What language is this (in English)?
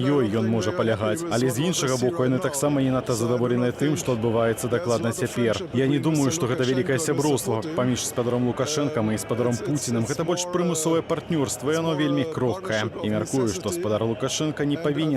Belarusian